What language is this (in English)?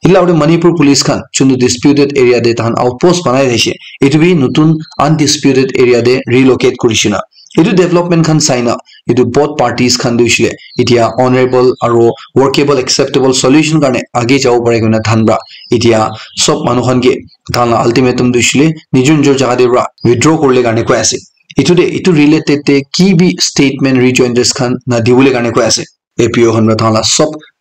Naga Pidgin